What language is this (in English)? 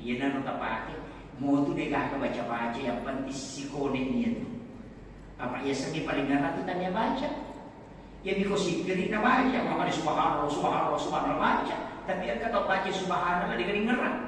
Buginese